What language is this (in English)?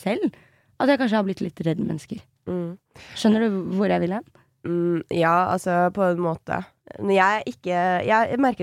Norwegian